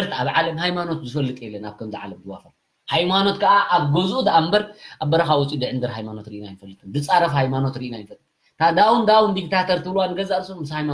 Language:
Tigrinya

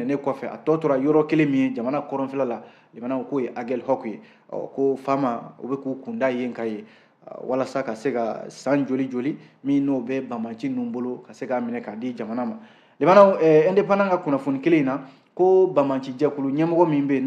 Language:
Bambara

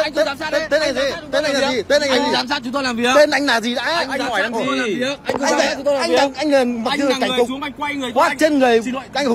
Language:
Vietnamese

